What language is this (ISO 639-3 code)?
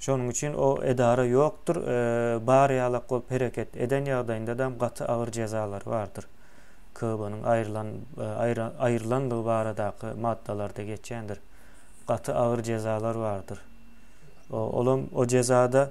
tuk